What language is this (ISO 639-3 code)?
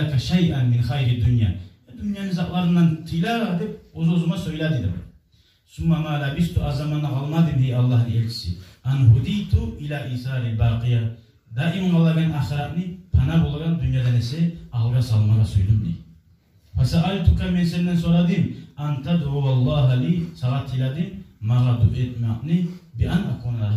kum